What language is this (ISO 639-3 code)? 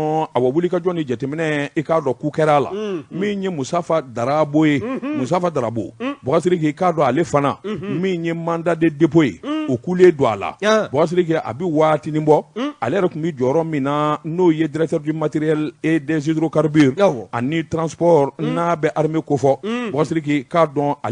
bam